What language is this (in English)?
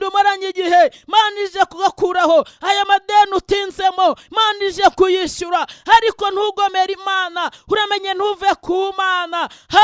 Kinyarwanda